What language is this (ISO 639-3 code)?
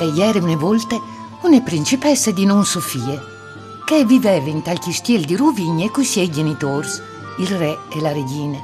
fur